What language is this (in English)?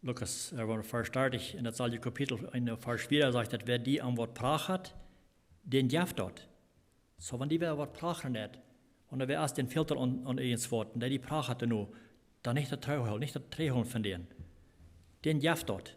Plautdietsch